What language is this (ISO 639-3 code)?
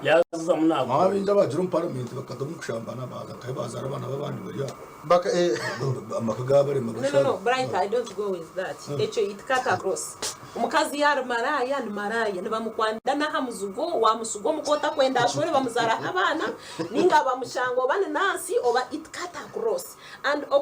nyn